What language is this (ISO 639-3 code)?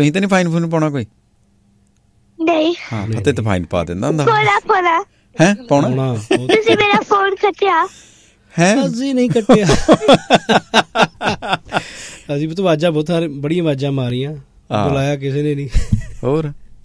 pan